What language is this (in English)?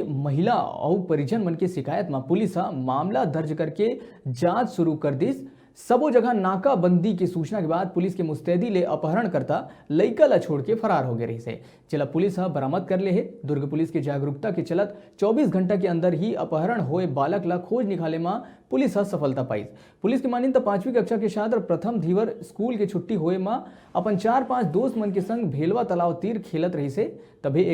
Chhattisgarhi